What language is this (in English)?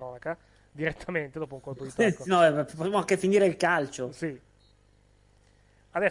Italian